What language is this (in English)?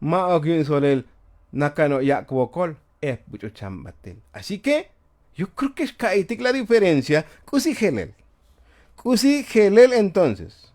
Tzotzil